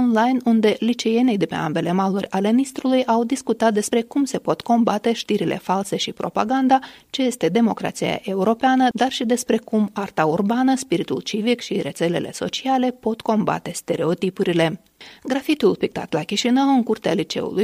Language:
Romanian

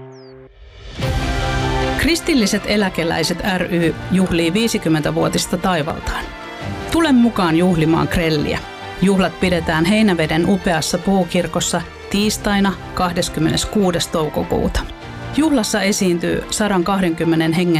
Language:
Finnish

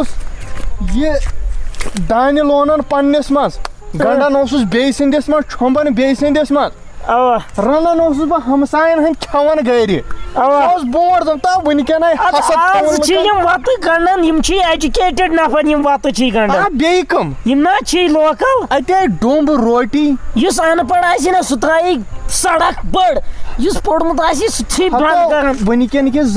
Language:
Kashmiri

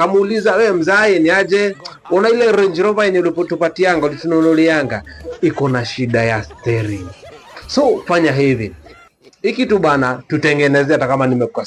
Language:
Swahili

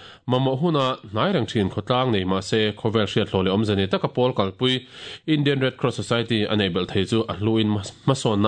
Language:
Mizo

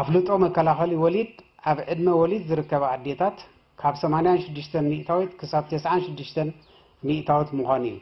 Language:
Tigrinya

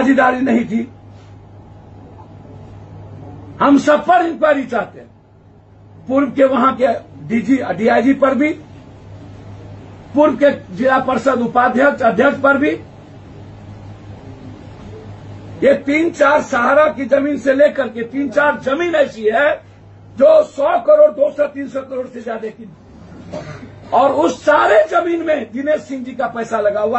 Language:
Hindi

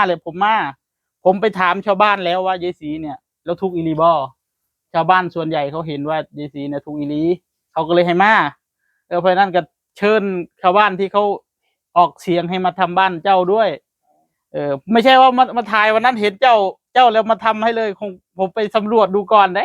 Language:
Northeastern Thai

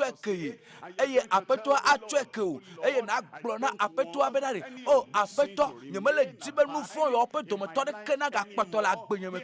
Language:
Ewe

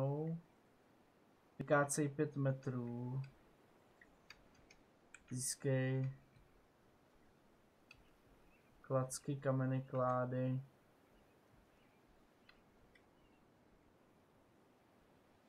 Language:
Czech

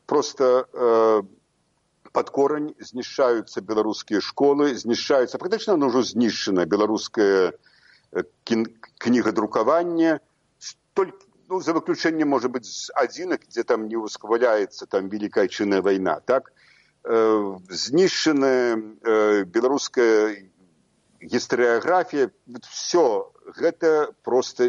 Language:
Belarusian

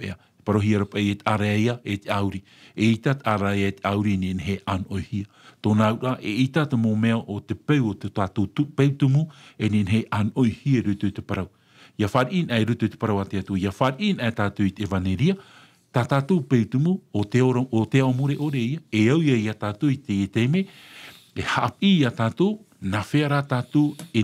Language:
Tahitian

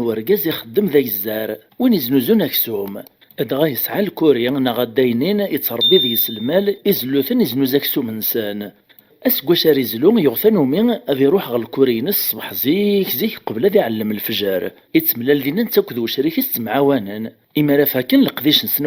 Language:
Kabyle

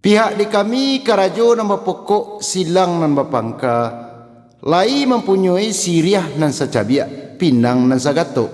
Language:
Minangkabau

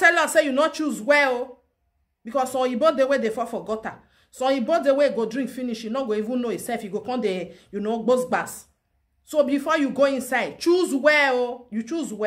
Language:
Nigerian Pidgin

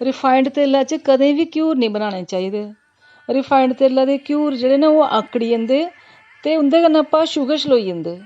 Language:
Dogri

